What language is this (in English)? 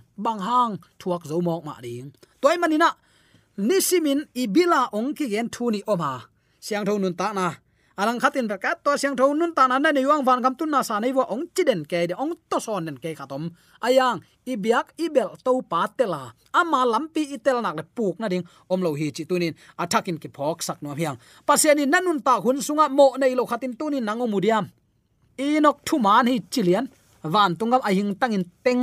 Tedim Chin